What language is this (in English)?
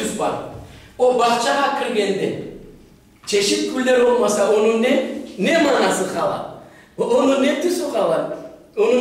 Crimean Tatar